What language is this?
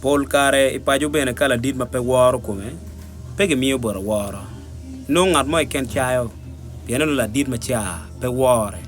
Acoli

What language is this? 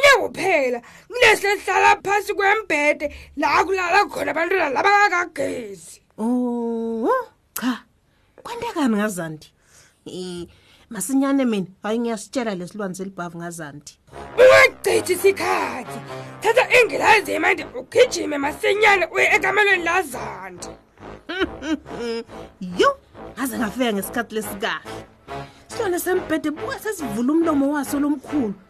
Swati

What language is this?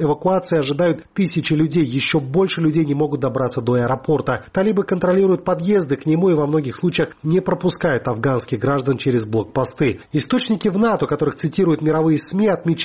Russian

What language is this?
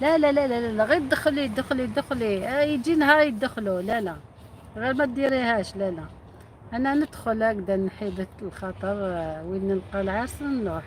Algerian Arabic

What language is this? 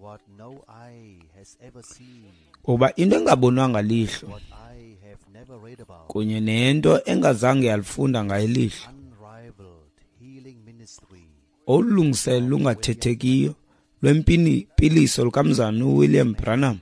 Xhosa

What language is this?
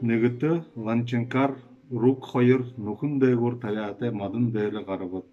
Buriat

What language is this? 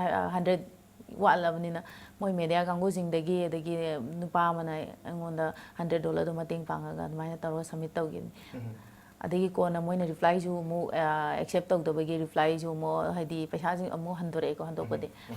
Manipuri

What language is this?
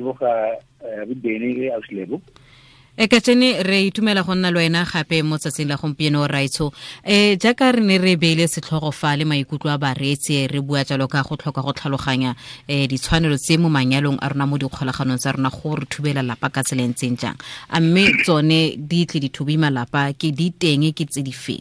Tswana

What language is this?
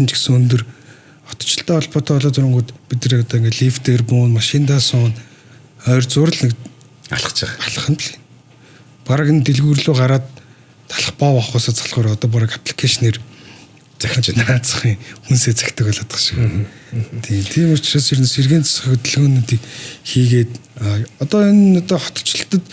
Mongolian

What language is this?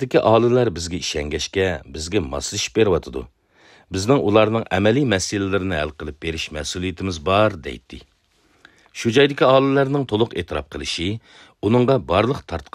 Uyghur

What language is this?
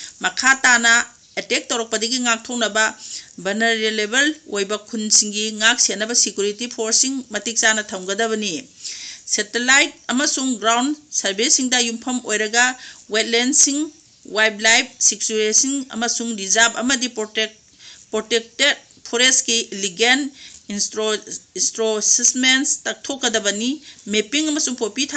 Manipuri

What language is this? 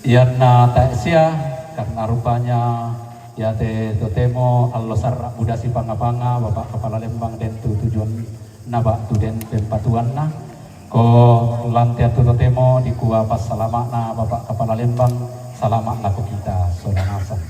Toraja-Sa'dan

